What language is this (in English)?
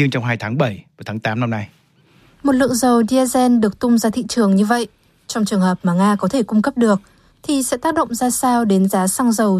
Vietnamese